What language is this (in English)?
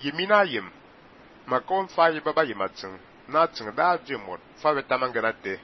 Fang